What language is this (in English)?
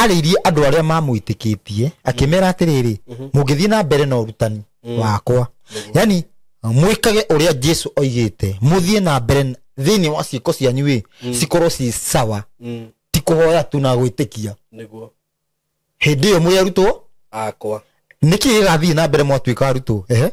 Kikuyu